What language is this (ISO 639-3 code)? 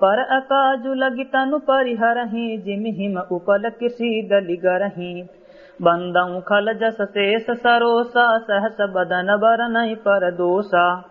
awa